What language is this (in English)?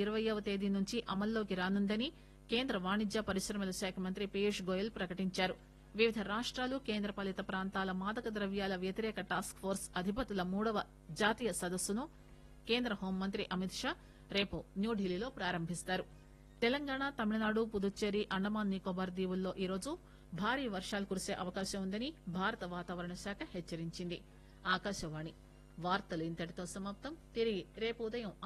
Telugu